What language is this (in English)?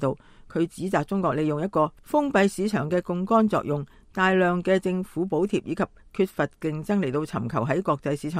Cantonese